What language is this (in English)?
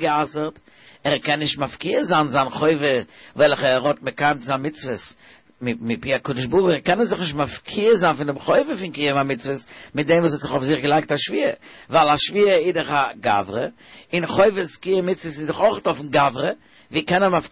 Yiddish